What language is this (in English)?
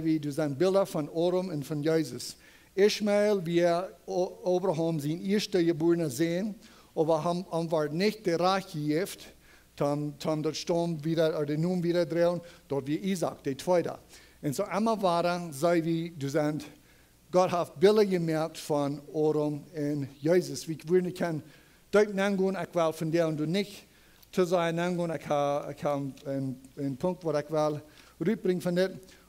Plautdietsch